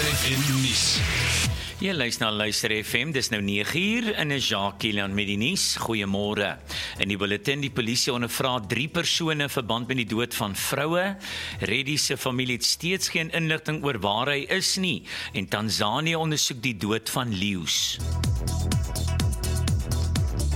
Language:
Afrikaans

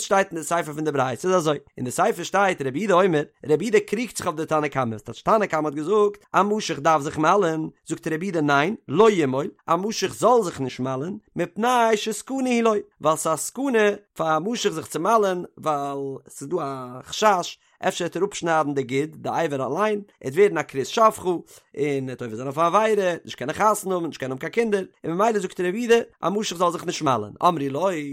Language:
Yiddish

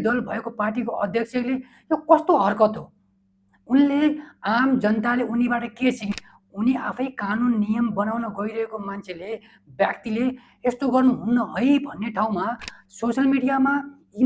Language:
Nepali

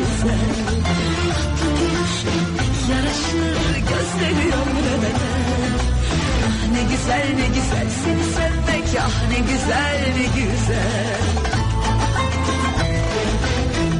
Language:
Turkish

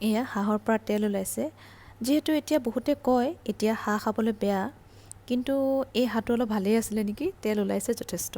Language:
Assamese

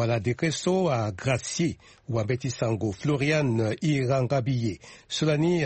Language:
Sango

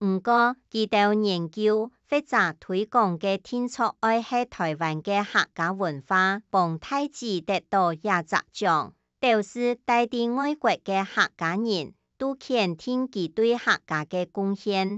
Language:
Hakka Chinese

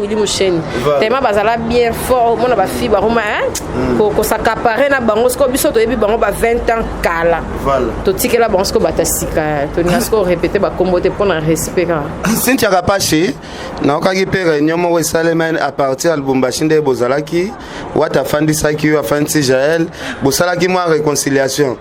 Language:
Lingala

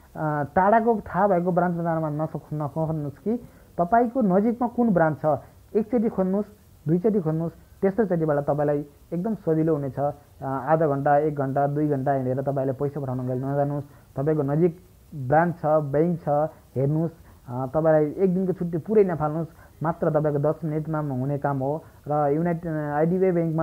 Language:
Nepali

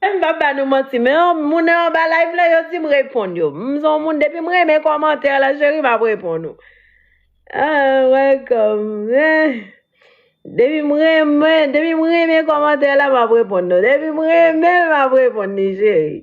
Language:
Haitian Creole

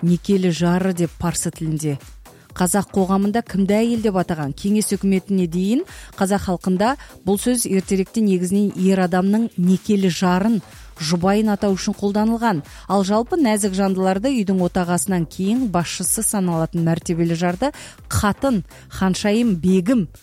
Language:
Kazakh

